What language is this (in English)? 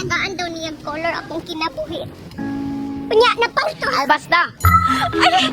Cebuano